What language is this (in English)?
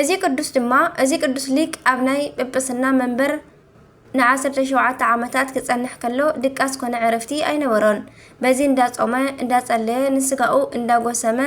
Tigrinya